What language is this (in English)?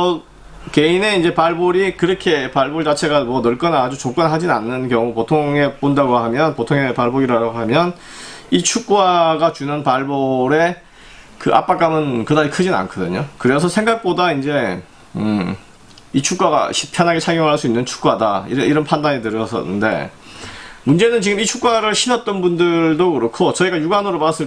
Korean